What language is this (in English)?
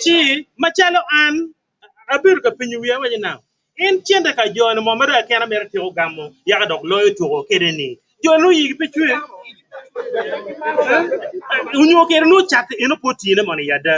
Acoli